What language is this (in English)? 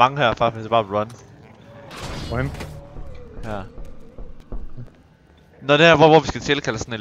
Danish